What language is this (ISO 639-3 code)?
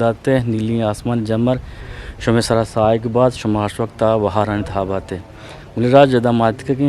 bgp